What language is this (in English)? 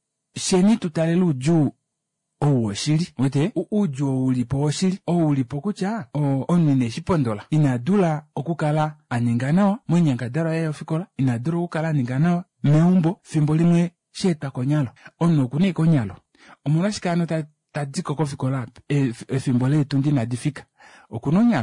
Kuanyama